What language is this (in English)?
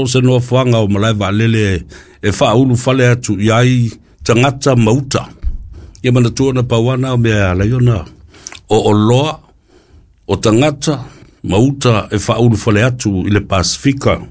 Samoan